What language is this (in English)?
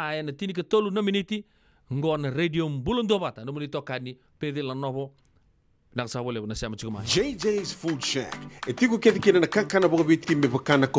Fijian